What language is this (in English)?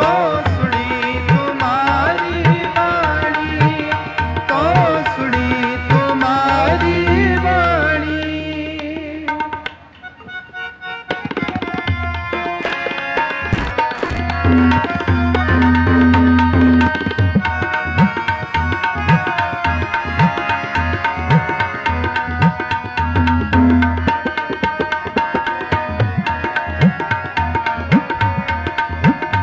Punjabi